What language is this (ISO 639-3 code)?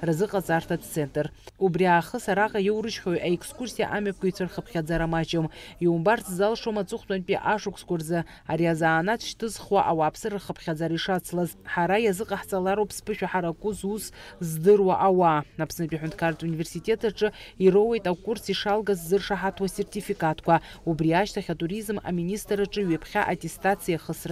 abk